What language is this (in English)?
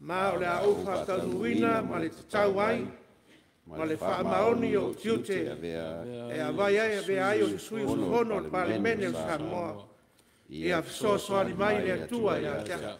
Samoan